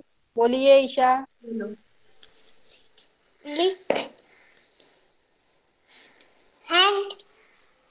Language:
Marathi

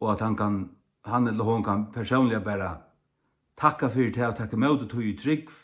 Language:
Faroese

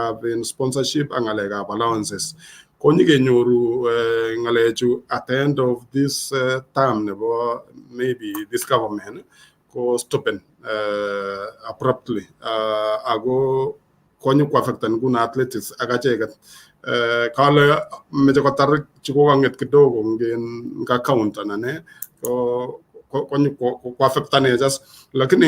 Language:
Kalenjin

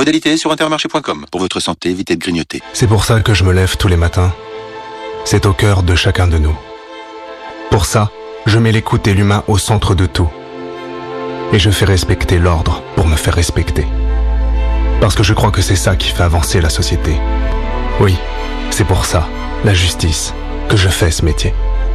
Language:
French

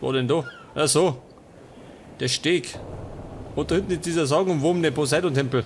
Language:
Bavarian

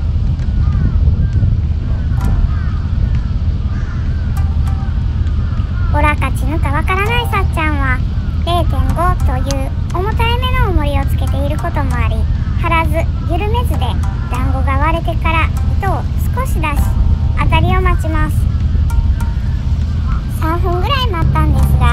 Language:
Japanese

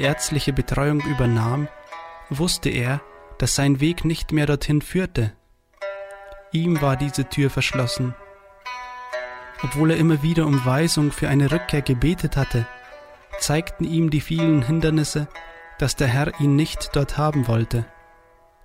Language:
German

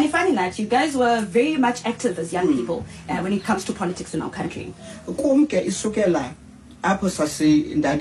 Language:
Xhosa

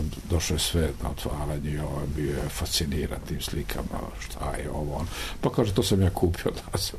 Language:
Serbian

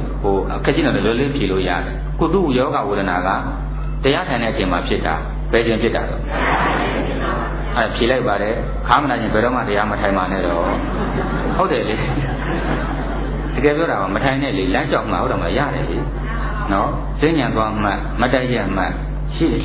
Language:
Burmese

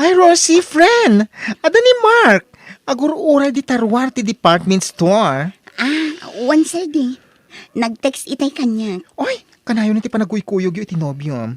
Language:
Iloko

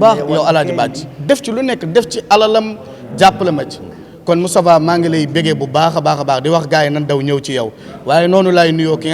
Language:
Wolof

